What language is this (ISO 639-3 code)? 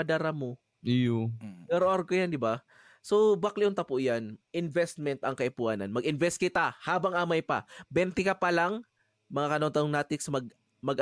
bik